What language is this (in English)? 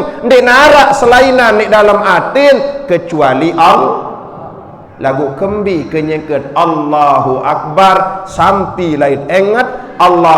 Sasak